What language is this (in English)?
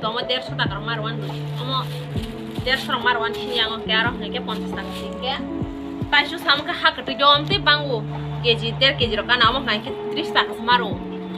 Kok Borok